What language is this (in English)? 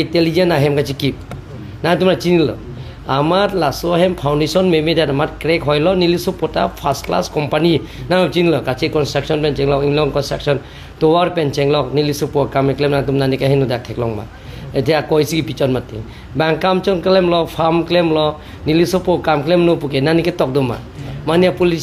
Karbi